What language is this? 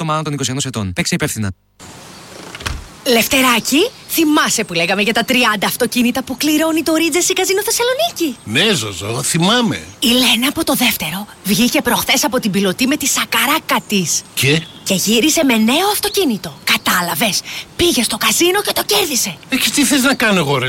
Greek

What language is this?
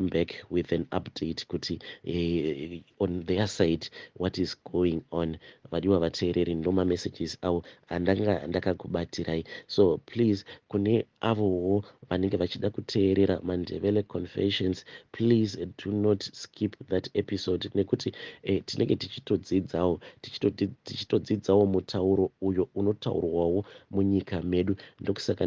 Shona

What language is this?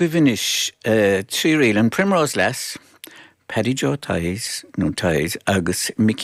Irish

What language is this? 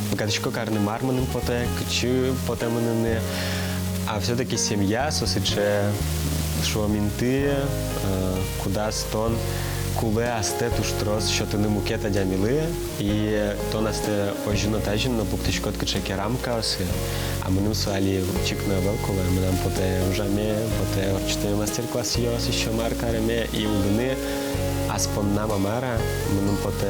Udmurt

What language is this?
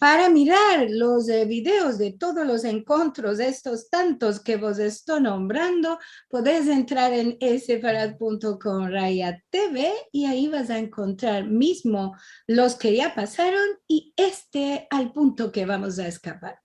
Ladino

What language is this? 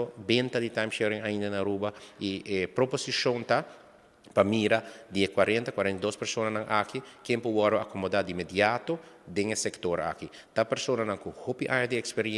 Papiamento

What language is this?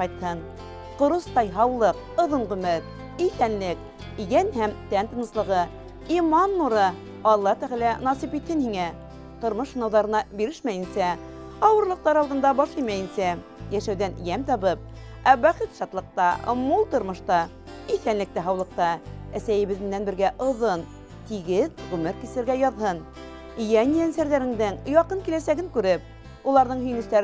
Bashkir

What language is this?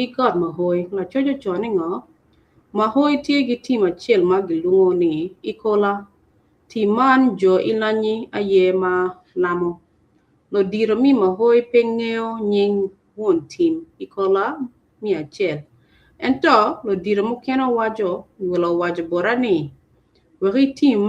Acoli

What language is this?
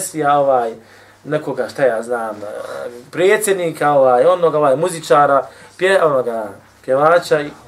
Bosnian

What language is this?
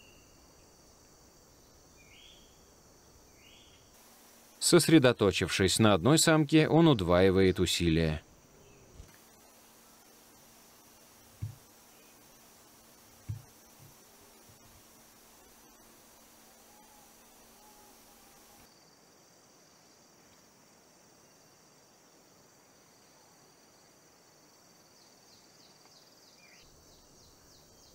Russian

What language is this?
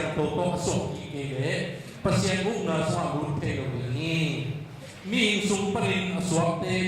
Tedim Chin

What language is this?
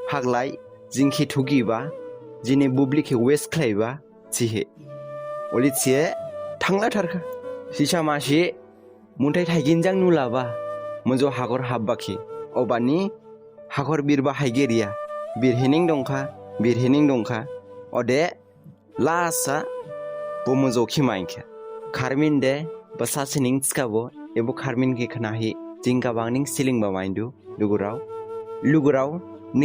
Dimasa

